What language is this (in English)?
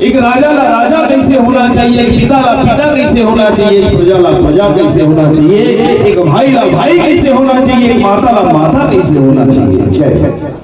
Chhattisgarhi